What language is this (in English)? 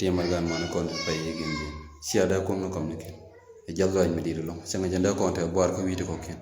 Nuer